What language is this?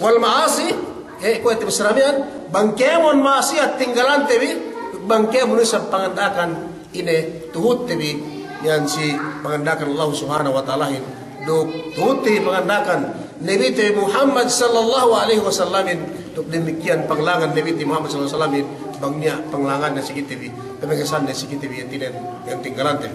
Yakan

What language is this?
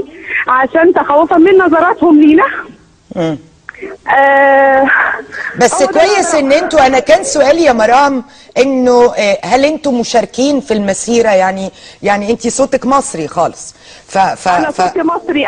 Egyptian Arabic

